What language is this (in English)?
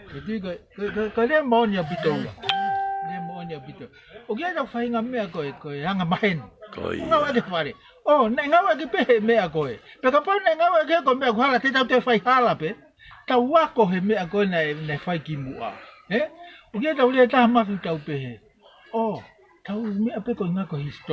Tongan